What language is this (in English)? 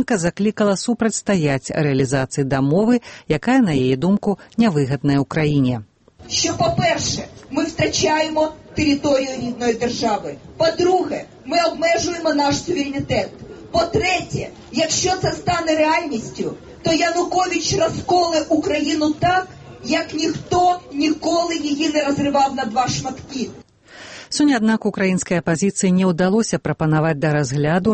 Belarusian